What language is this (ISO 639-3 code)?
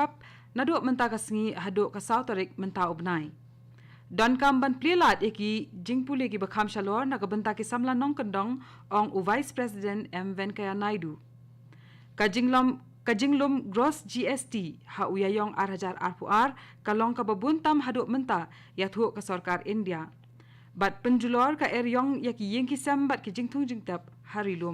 kha